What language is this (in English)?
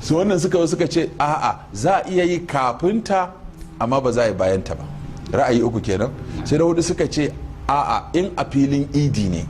Hausa